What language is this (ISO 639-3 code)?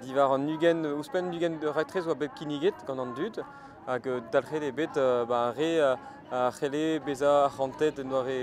bre